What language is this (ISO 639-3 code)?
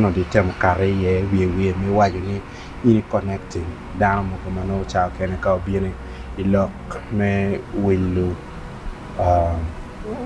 ach